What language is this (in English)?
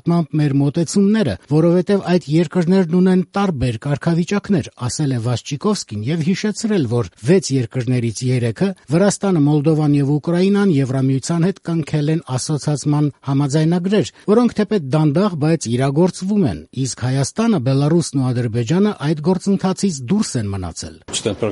Armenian